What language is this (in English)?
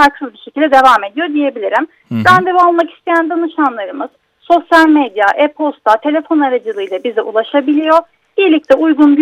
Turkish